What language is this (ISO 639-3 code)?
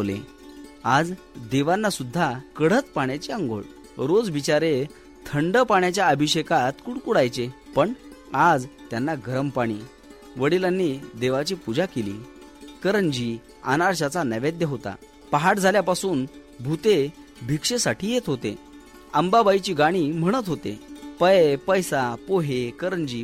mar